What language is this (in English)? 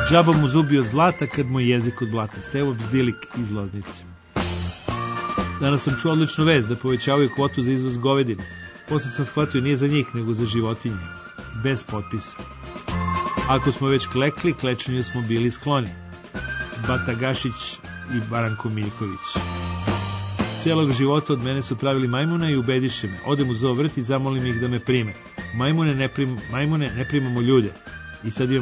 Serbian